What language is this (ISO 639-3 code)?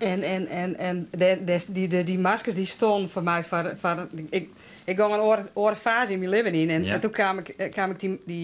fry